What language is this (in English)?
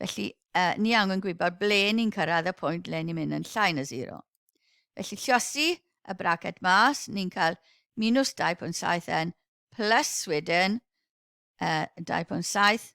Welsh